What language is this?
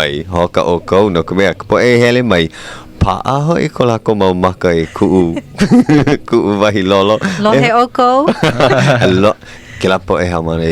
Hawaiian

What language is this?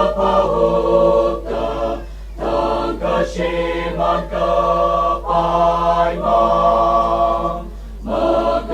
Tangkhul Naga (India)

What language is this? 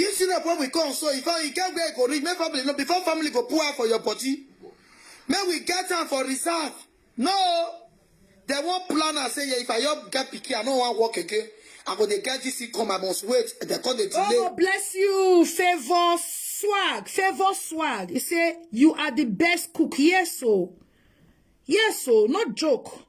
Nigerian Pidgin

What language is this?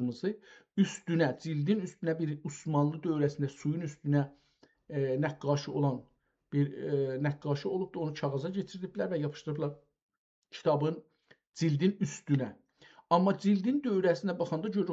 South Azerbaijani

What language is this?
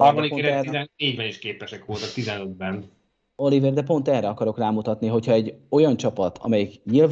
Hungarian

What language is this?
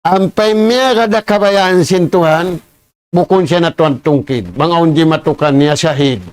Tausug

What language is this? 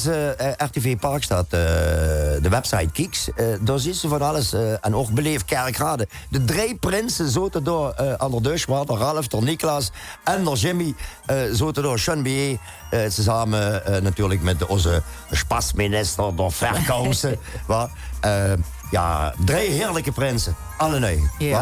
Limburgish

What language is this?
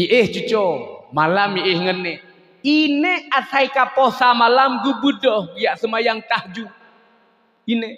Achinese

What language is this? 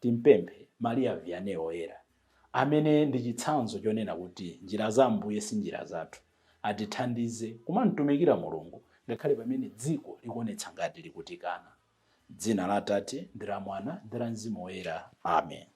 Nyanja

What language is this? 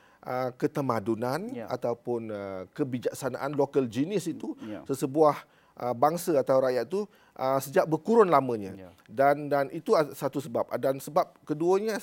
Malay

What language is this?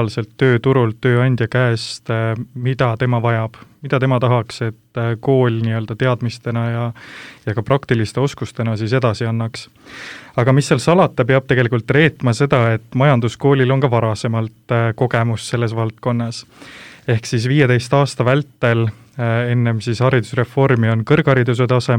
Estonian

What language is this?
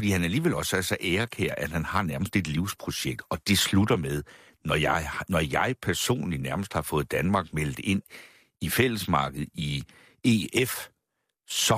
Danish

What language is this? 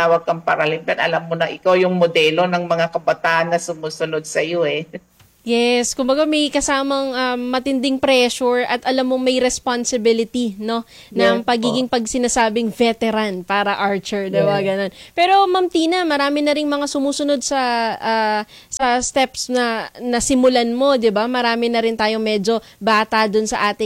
Filipino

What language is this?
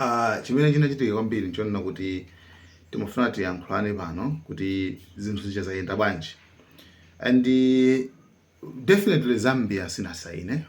Nyanja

